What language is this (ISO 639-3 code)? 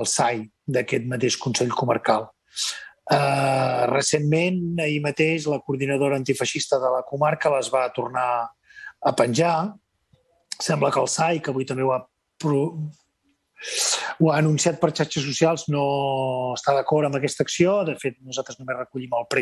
cat